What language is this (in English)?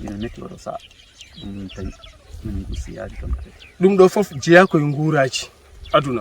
Fula